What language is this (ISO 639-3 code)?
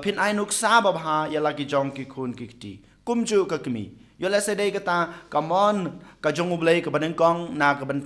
kha